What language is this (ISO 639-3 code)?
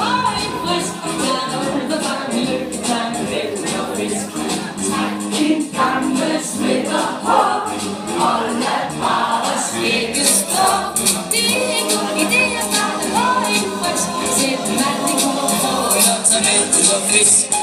dan